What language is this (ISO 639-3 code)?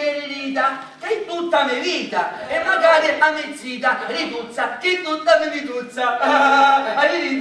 scn